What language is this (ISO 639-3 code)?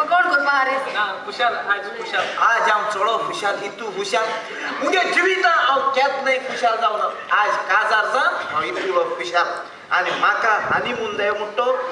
kok